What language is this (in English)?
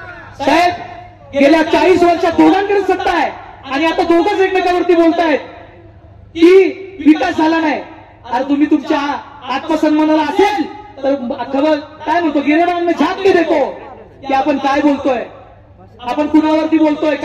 Marathi